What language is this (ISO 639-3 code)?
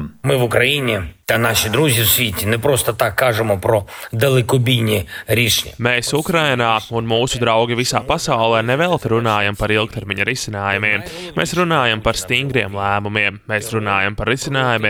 lav